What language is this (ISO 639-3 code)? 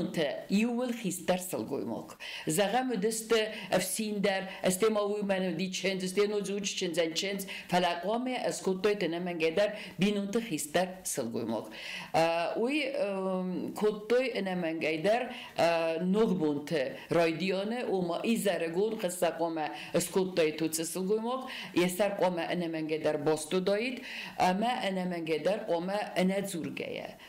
oss